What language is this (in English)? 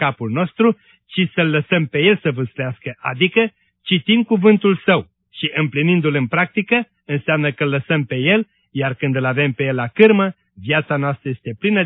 Romanian